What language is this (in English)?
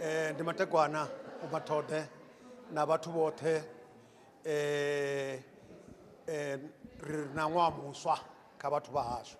Venda